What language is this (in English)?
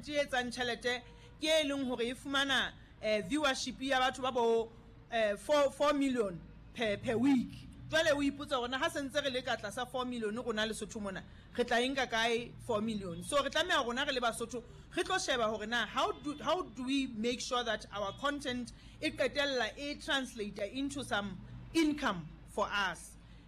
Southern Sotho